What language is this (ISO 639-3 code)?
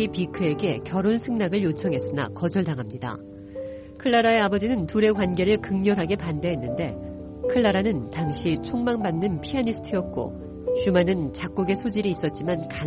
kor